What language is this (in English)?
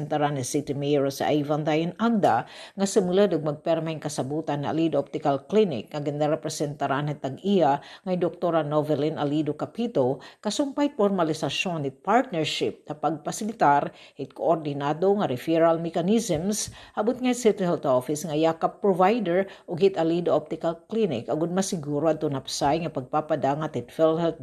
Waray